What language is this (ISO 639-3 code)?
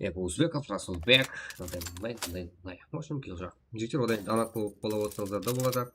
kaa